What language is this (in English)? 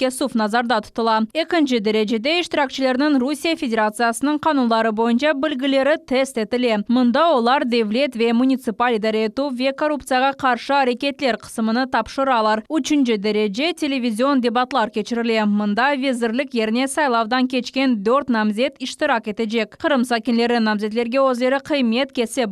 Crimean Tatar